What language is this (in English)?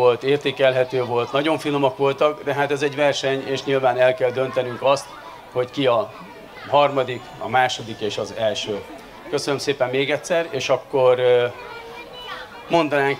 Hungarian